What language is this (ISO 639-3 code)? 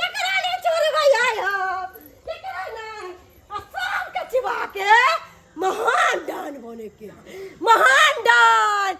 mai